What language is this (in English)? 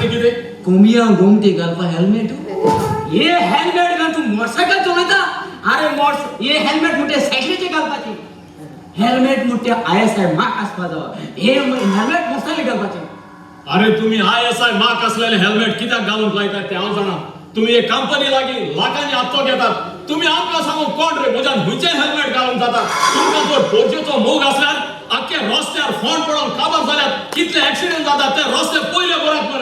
Konkani